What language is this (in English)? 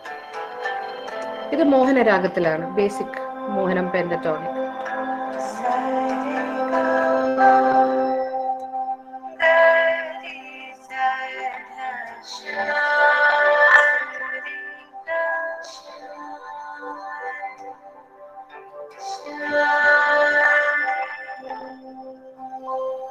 Malayalam